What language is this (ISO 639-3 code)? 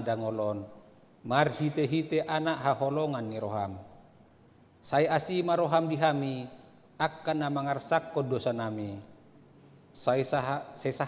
bbc